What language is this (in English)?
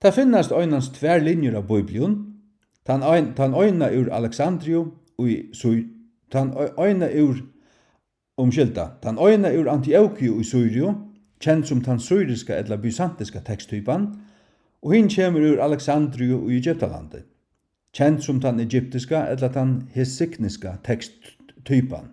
Faroese